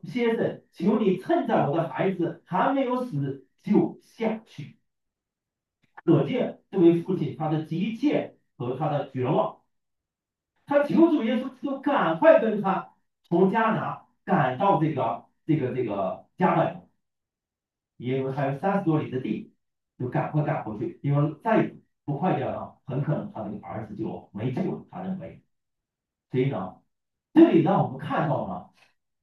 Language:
Chinese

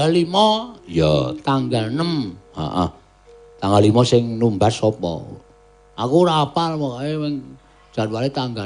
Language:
Javanese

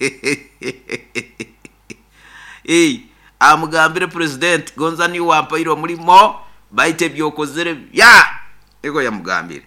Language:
Nyoro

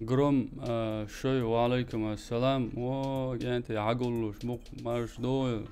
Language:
Chechen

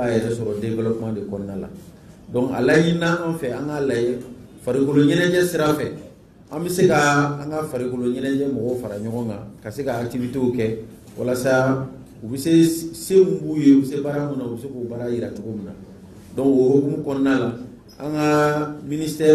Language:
Bambara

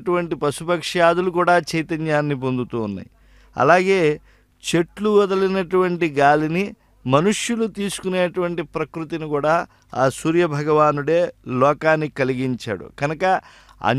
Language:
Telugu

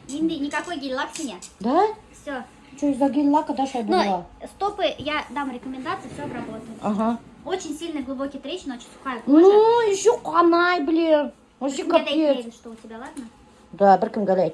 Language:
Bashkir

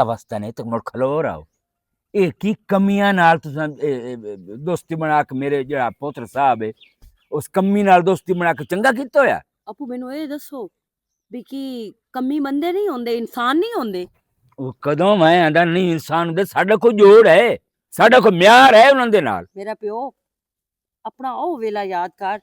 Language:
Western Panjabi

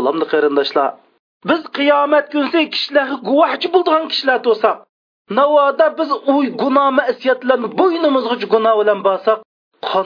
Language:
Uyghur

